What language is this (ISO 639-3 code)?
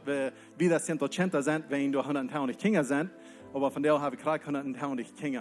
pdt